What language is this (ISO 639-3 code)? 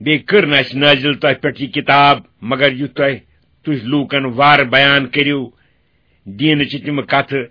kas